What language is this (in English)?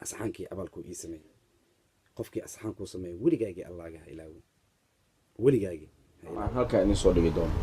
Somali